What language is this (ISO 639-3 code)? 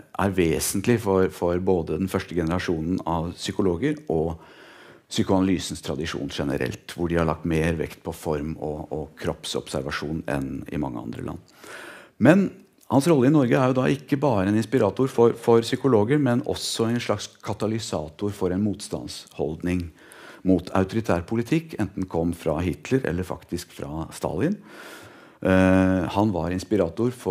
nor